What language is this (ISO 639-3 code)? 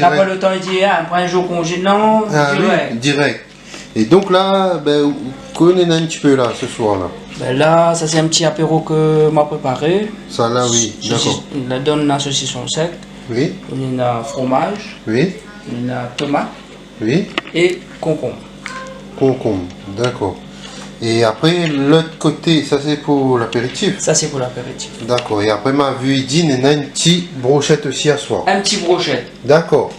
rcf